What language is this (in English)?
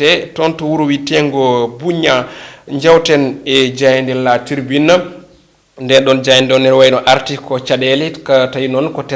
Fula